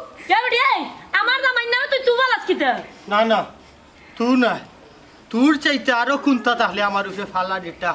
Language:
Sylheti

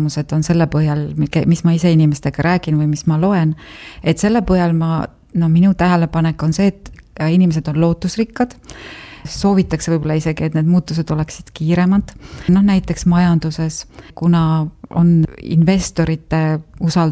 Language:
Estonian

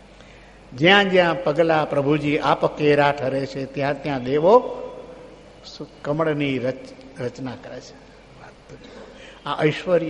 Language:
Gujarati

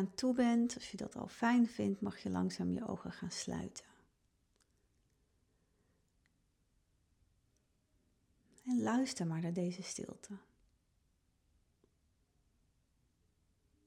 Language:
Dutch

